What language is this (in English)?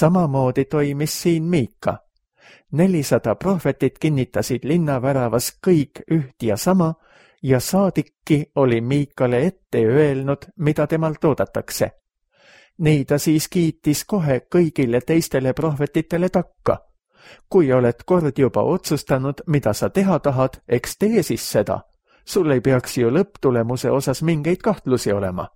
Estonian